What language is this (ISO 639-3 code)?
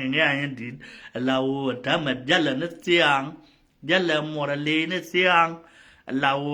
nus